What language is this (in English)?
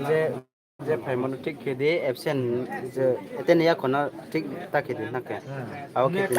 Riang (India)